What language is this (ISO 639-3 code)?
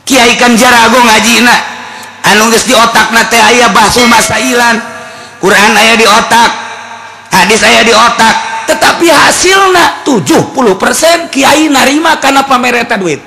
sun